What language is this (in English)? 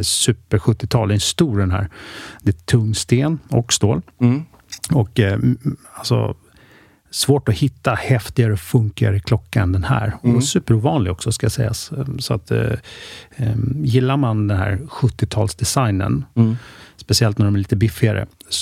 Swedish